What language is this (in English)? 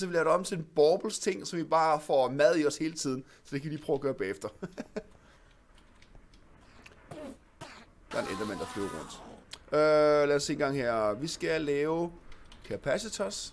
Danish